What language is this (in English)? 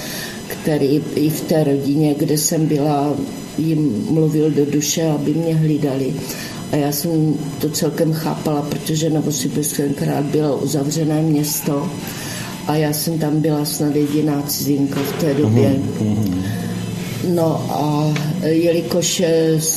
Czech